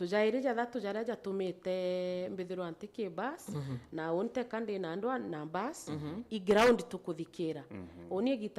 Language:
Meru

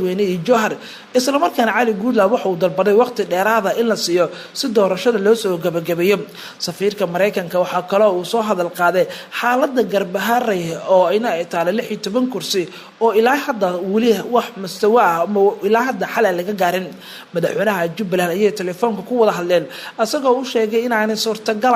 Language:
Somali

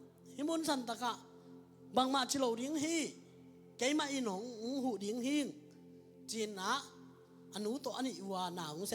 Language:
Tedim Chin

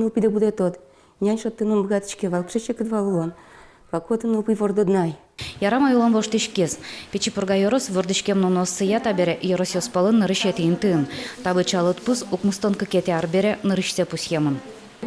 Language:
Udmurt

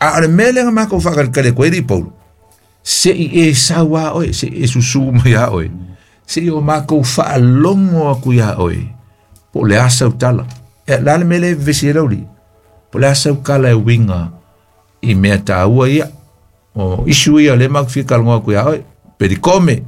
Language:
Samoan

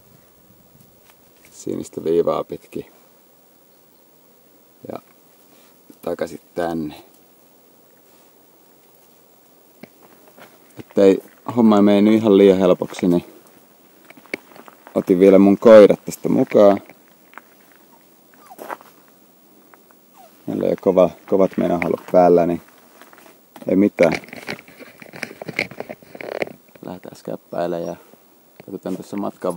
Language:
Finnish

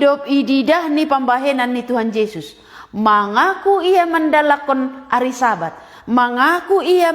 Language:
Batak Simalungun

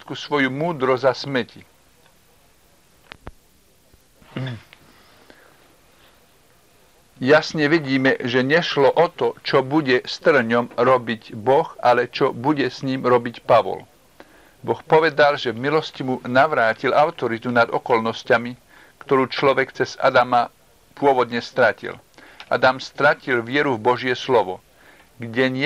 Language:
Slovak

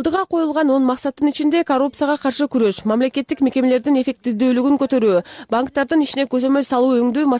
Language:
Kyrgyz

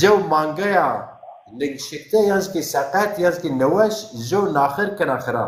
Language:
Zaza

